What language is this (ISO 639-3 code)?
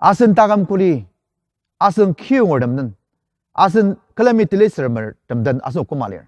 njo